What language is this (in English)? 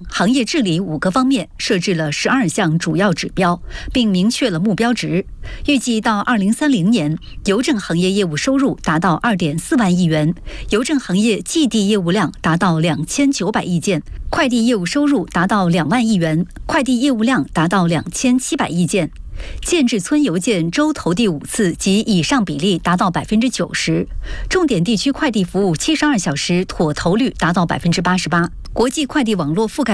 Chinese